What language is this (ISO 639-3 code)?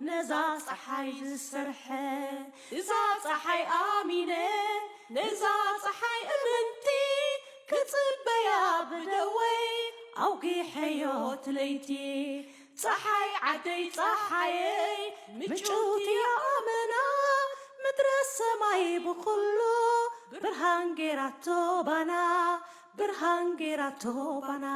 tir